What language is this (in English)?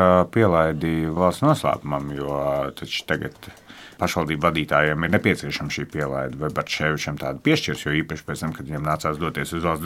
Latvian